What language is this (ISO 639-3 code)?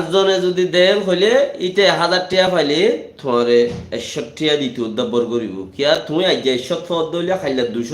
rhg